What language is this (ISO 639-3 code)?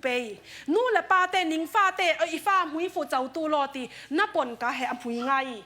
cfm